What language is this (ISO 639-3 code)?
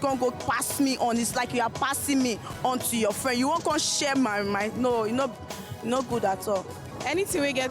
pcm